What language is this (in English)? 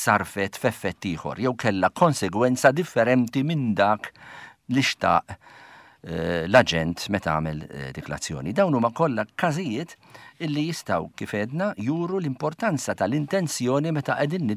Maltese